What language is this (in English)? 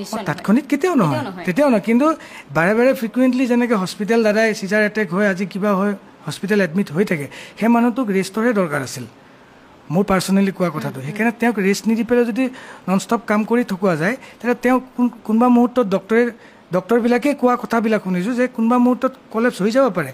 Assamese